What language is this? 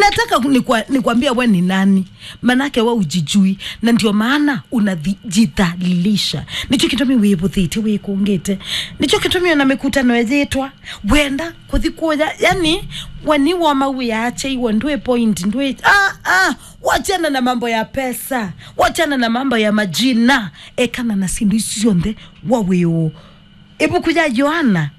Kamba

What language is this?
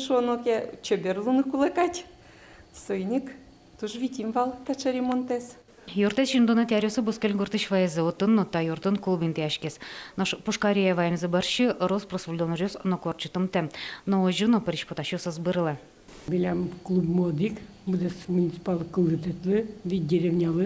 Udmurt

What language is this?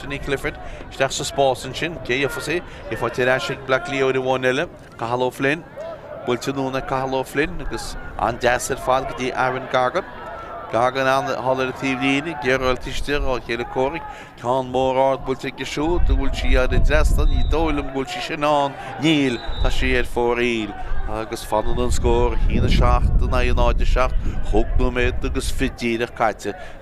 Irish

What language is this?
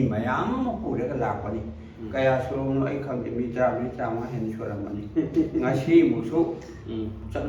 Manipuri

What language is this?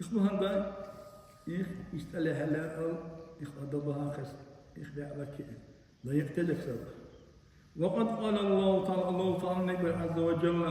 Dargwa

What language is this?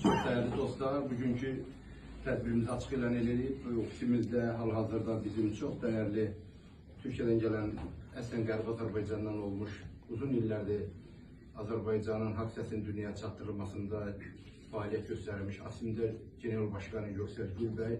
Azerbaijani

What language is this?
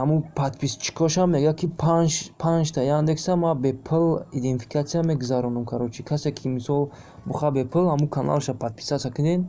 Tajik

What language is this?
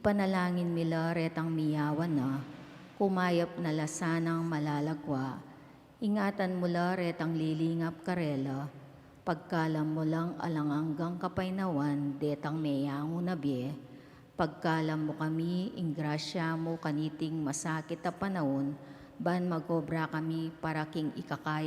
Pampanga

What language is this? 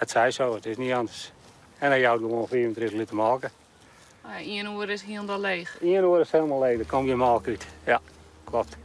Western Frisian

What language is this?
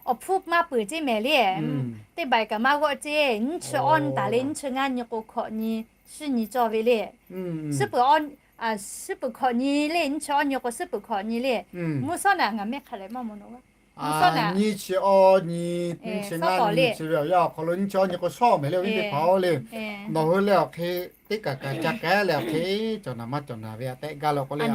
Lahu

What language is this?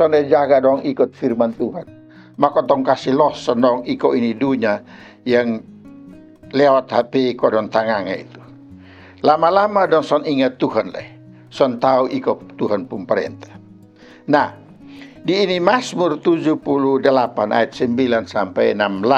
Kupang Malay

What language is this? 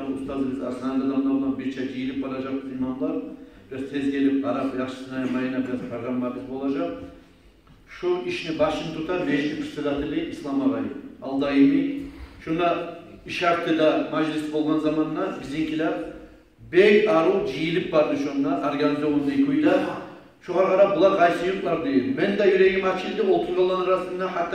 Kumyk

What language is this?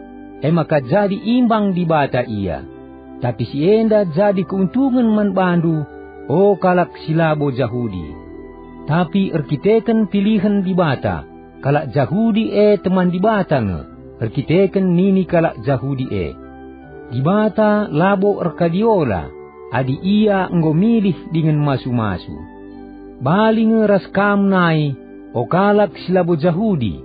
Batak Karo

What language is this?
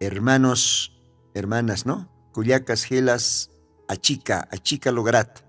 Aymara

